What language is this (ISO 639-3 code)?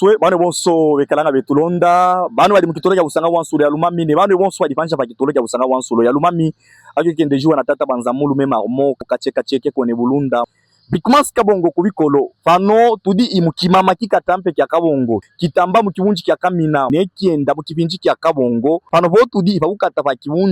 lub